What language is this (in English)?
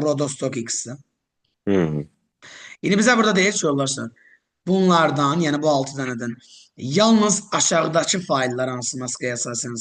Azerbaijani